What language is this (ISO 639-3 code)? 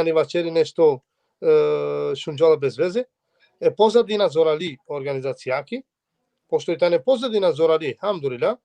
rmn